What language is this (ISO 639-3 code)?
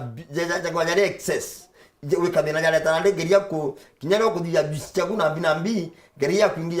mer